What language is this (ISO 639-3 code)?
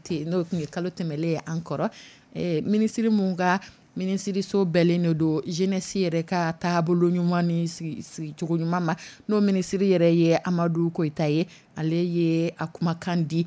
dyu